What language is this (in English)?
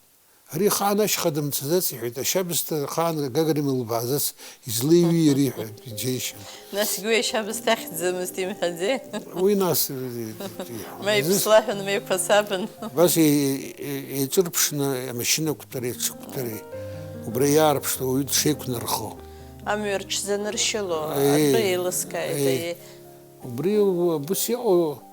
Abkhazian